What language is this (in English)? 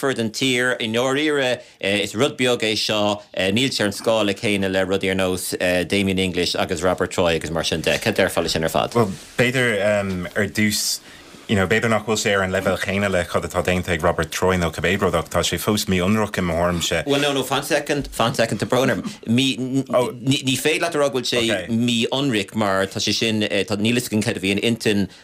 Irish